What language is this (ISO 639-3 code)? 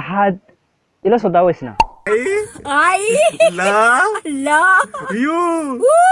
som